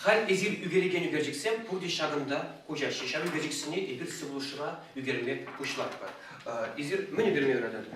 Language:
Chuvash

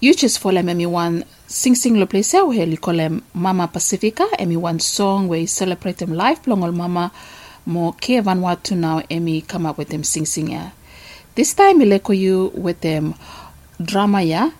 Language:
Bislama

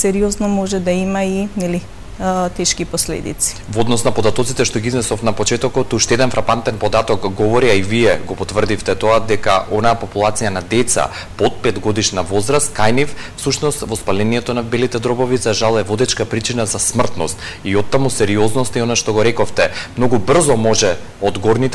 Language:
Macedonian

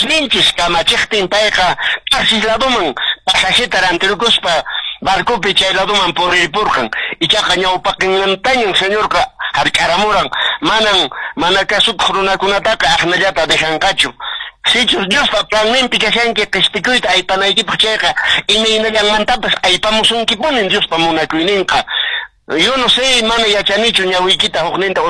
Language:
Quechua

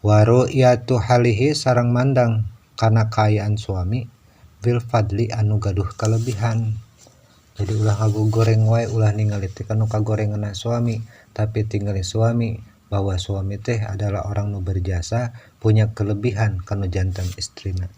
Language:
Sundanese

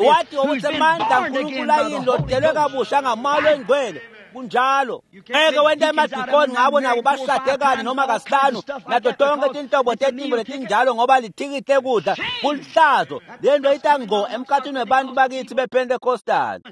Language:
Swati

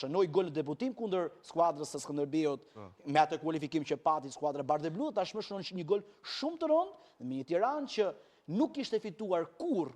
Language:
Albanian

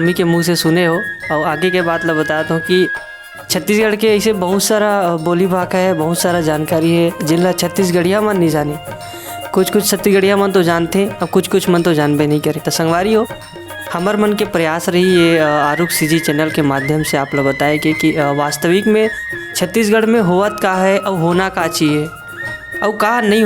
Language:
Chhattisgarhi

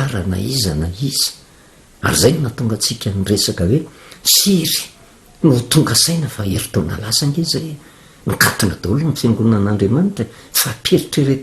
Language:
Malagasy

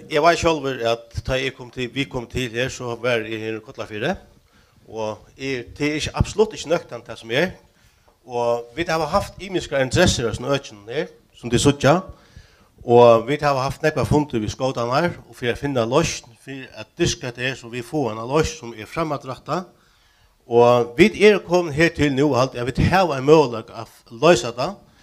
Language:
Faroese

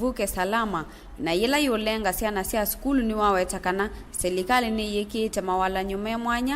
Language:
Kamba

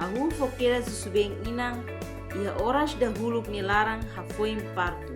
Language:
Tetum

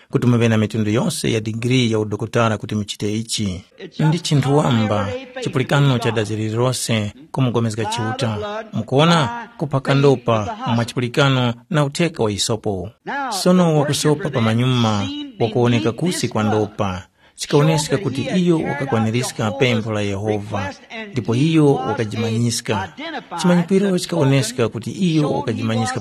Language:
Tumbuka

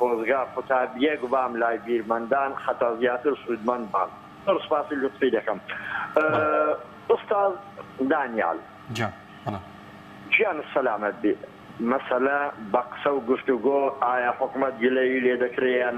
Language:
Central Kurdish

